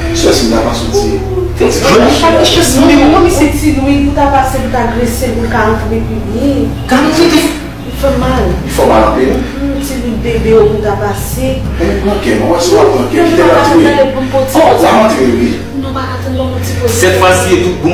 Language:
Haitian Creole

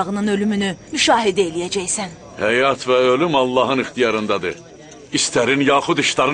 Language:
Azerbaijani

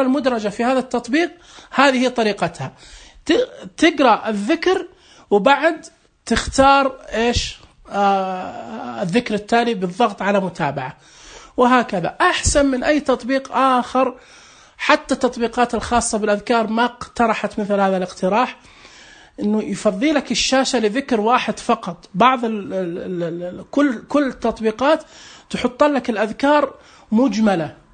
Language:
Najdi Arabic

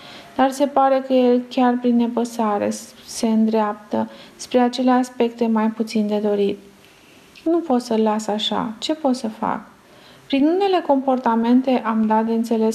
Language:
Romanian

